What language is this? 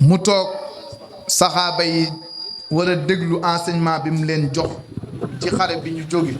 Wolof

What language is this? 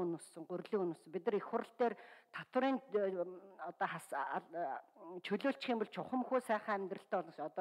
Mongolian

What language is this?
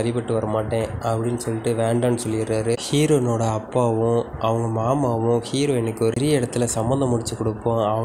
Tamil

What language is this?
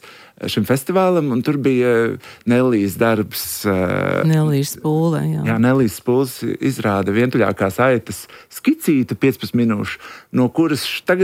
Latvian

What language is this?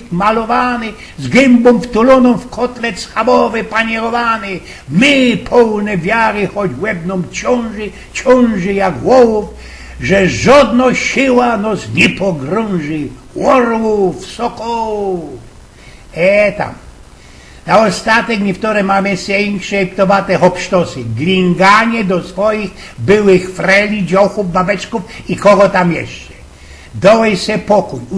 Silesian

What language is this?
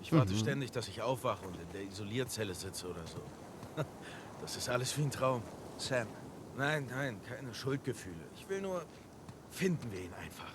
Swiss German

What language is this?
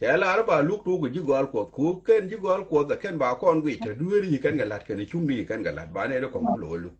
Nuer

